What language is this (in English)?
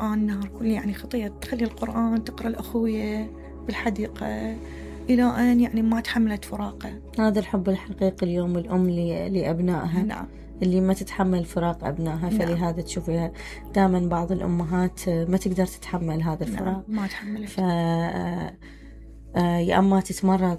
Mesopotamian Arabic